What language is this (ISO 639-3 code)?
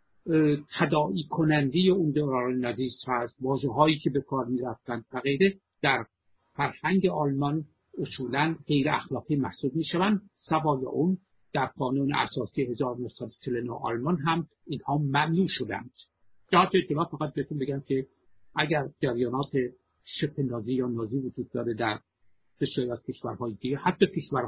fas